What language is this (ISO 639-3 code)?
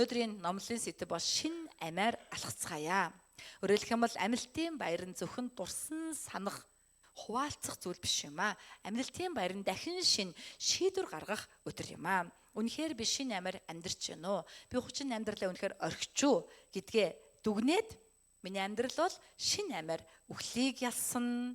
mon